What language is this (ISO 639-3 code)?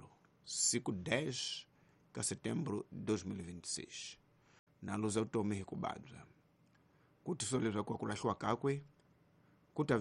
tso